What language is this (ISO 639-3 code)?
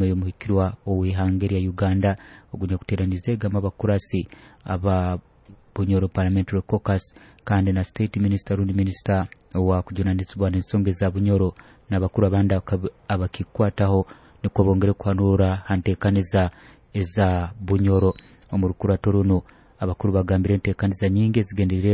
nyo